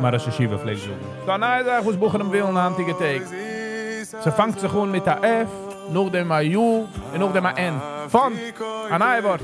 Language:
Yiddish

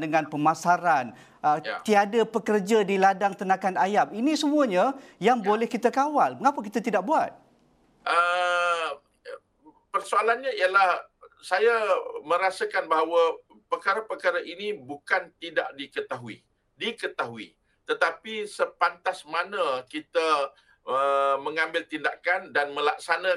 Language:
Malay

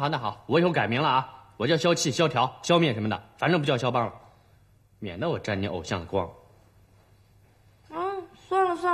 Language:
Chinese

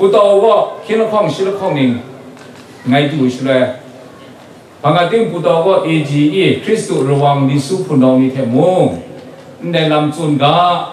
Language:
Kachin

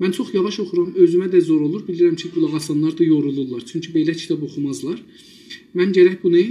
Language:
South Azerbaijani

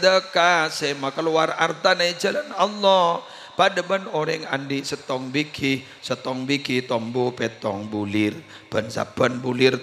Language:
Madurese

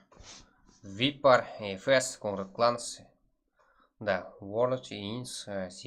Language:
Kara-Kalpak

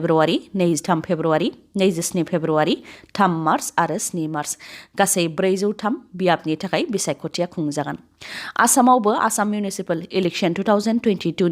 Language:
Bodo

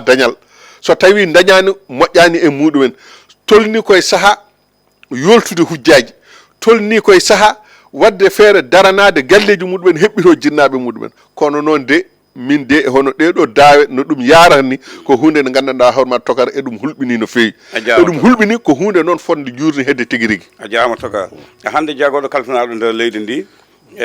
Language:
Fula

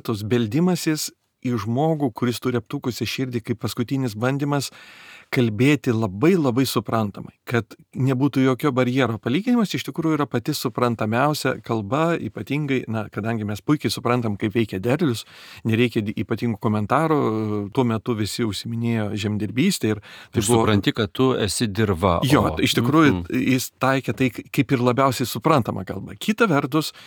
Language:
Lithuanian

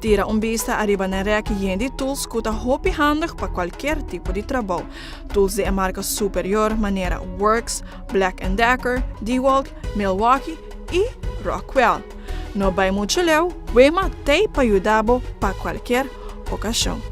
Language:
Papiamento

